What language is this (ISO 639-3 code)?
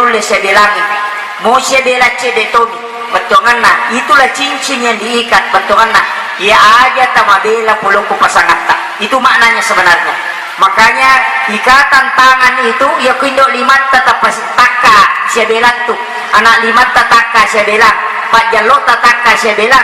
bug